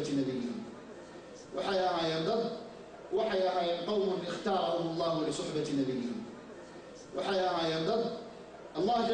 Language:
Somali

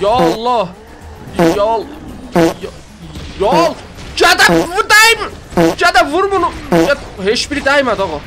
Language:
South Azerbaijani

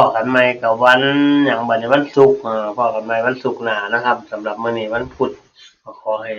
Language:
Northeastern Thai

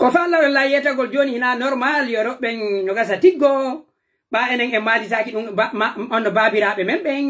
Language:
Pular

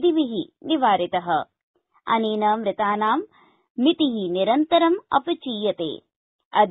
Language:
Sanskrit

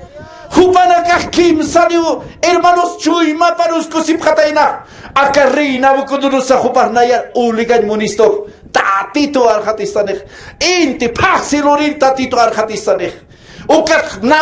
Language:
Aymara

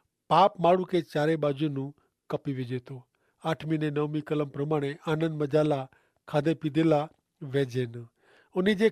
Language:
Kachhi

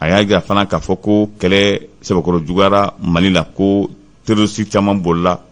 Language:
Bambara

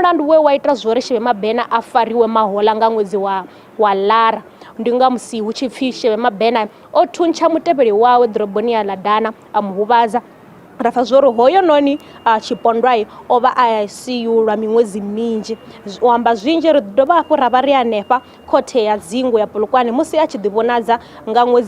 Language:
Venda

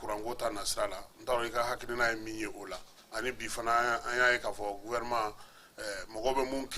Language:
Bambara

